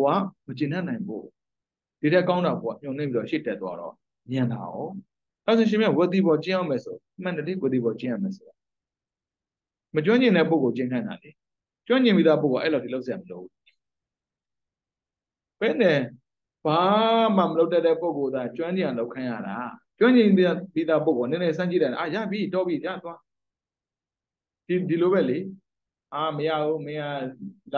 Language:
Burmese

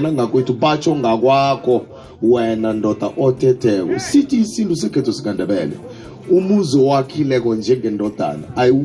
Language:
South Ndebele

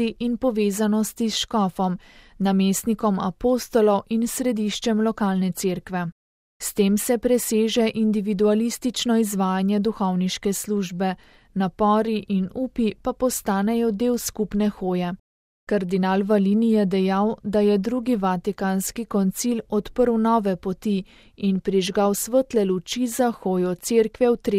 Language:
Slovenian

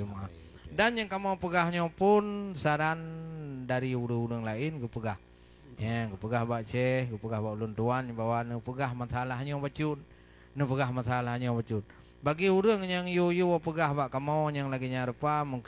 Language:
Achinese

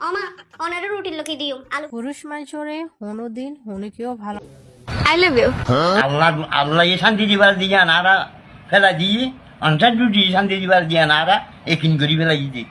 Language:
Rohingya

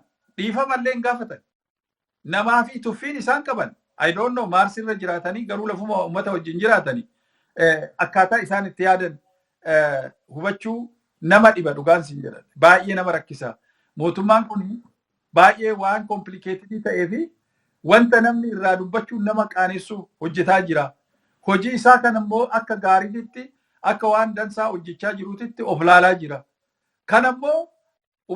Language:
Oromo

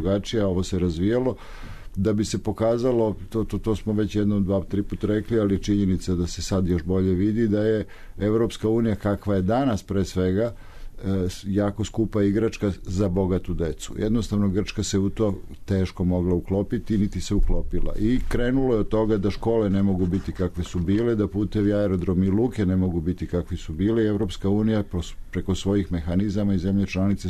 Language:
Serbian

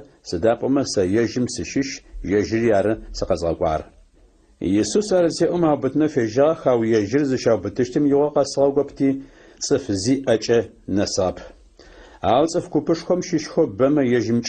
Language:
Adyghe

